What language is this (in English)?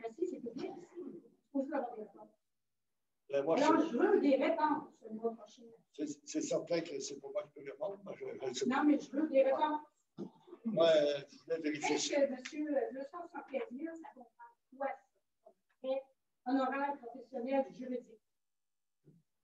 French